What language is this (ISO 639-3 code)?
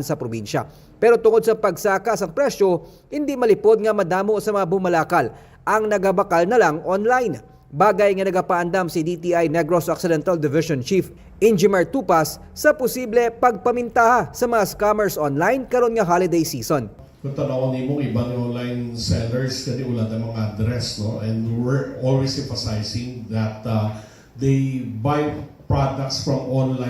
hil